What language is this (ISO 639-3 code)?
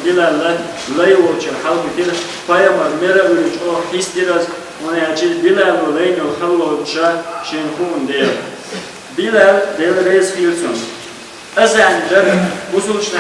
che